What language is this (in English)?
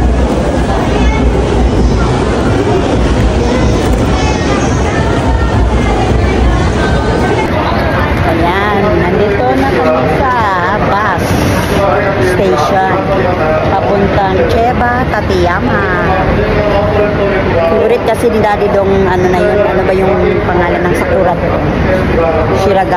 Filipino